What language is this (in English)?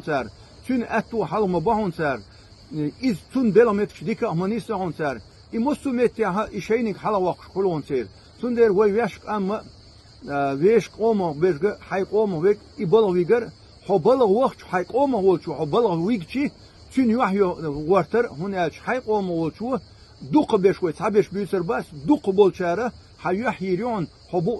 Chechen